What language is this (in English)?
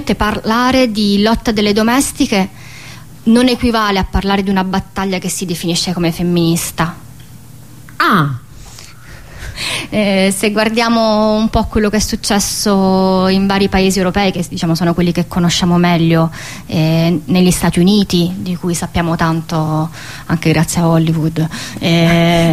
Italian